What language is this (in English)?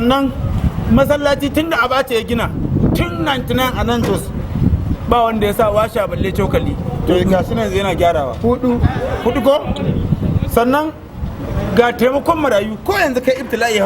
Hausa